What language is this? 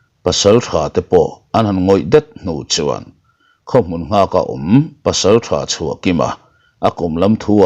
Mizo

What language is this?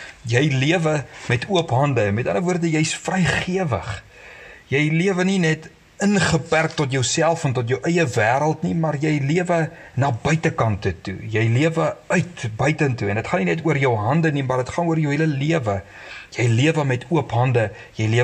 Afrikaans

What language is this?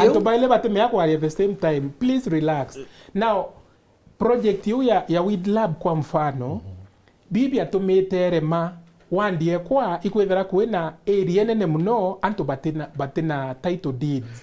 Meru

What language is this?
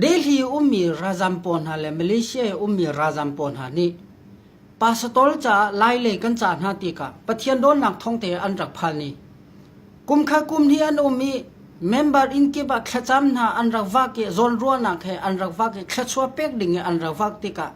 Hakha Chin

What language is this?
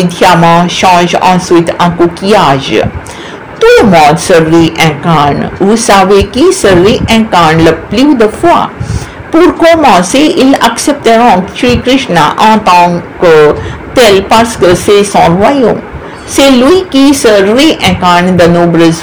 French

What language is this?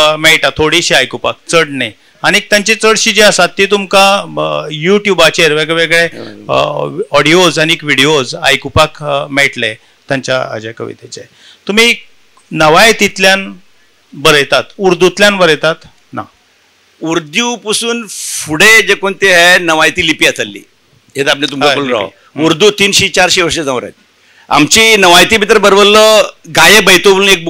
Konkani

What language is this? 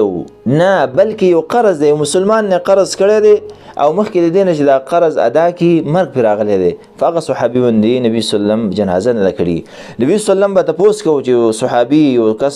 Pashto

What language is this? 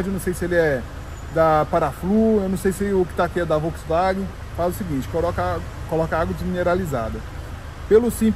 Portuguese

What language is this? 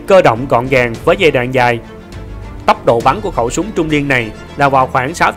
Vietnamese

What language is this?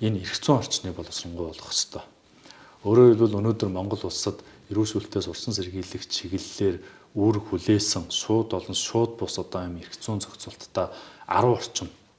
Mongolian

